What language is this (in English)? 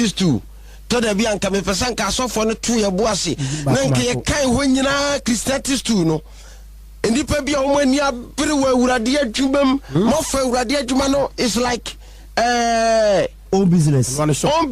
Akan